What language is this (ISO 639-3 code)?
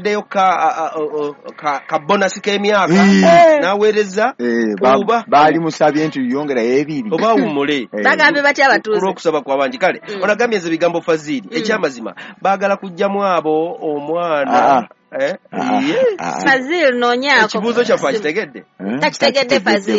lug